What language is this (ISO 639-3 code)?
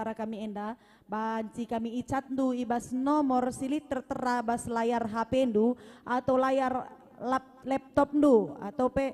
btx